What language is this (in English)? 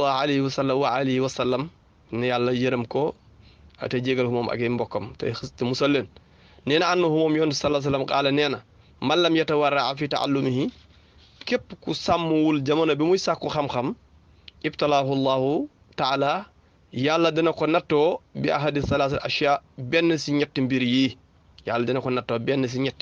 Wolof